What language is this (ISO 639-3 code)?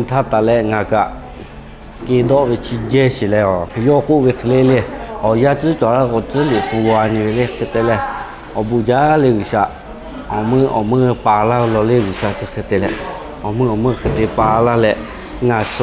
lhu